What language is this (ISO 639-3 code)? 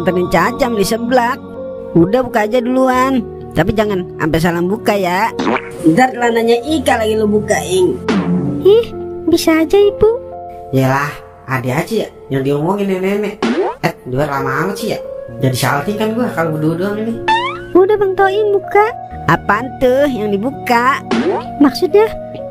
bew